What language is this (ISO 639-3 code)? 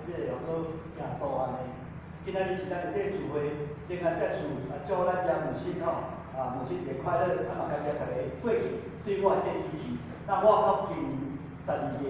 nan